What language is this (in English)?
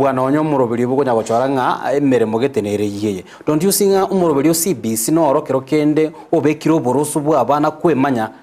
Gusii